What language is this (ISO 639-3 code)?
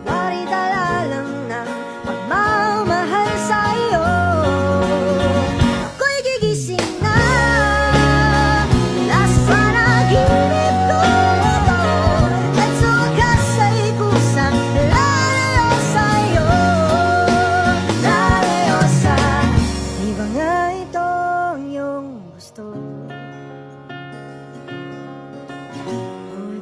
fil